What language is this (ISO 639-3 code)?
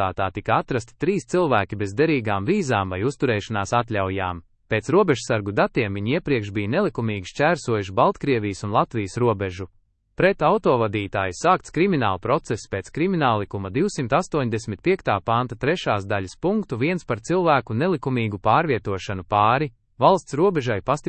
lav